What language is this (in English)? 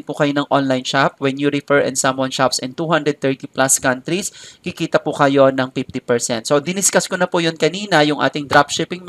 Filipino